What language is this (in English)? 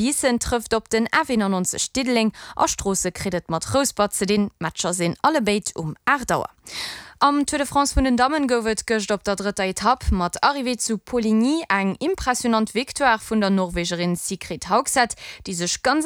Luxembourgish